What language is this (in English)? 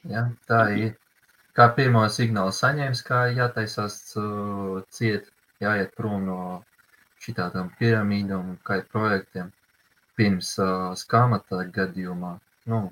Latvian